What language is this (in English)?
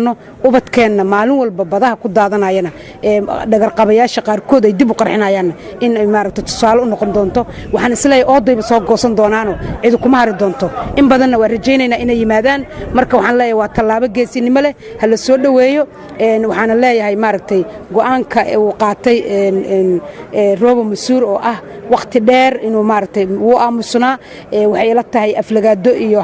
Somali